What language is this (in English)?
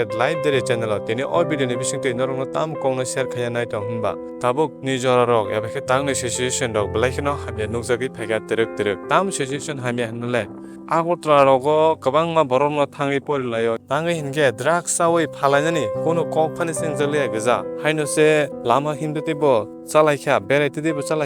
Kok Borok